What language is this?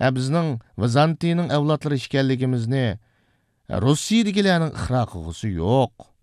Uyghur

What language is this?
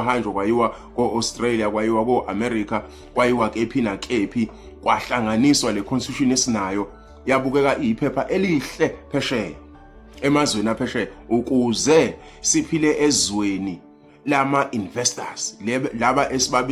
Zulu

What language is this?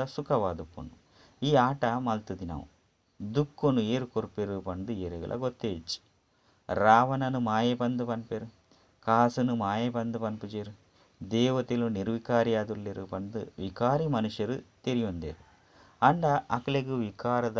Tulu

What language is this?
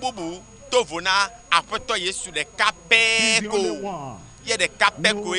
Ewe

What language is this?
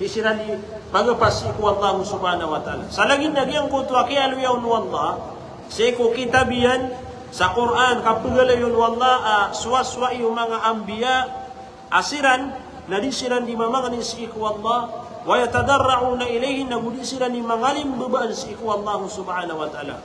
Maranao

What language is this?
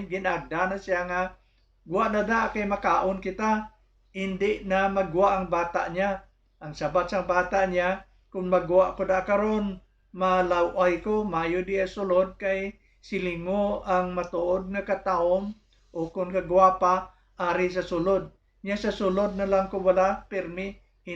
Hiligaynon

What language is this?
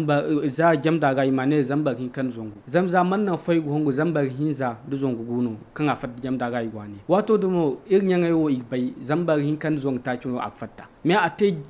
Zarma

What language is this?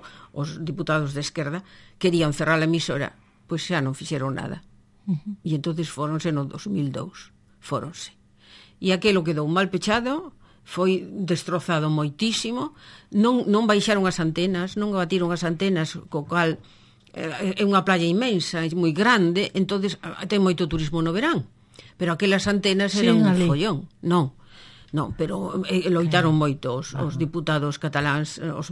Galician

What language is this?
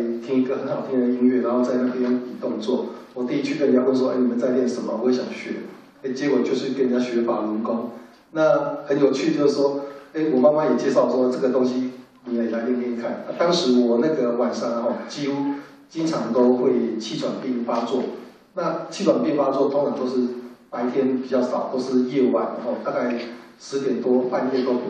Chinese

